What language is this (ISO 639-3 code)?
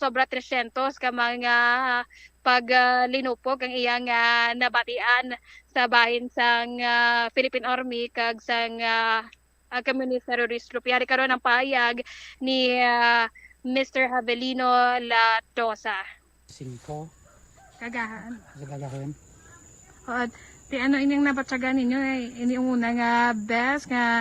hil